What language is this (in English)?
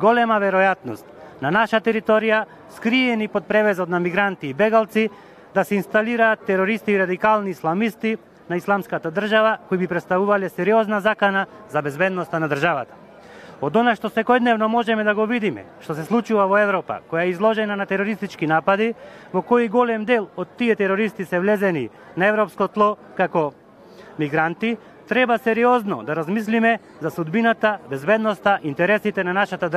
Macedonian